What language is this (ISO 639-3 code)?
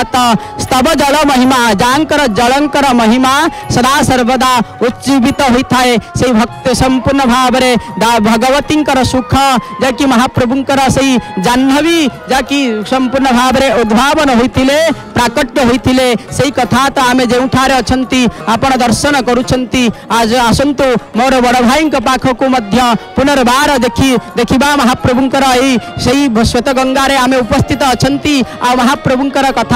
ori